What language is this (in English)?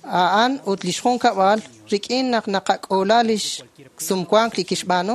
Kekchí